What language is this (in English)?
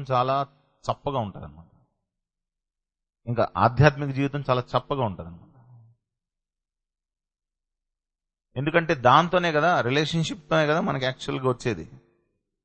Telugu